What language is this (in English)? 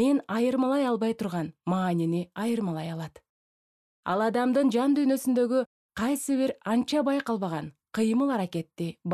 Kyrgyz